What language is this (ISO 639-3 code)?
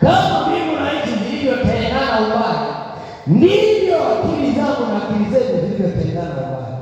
swa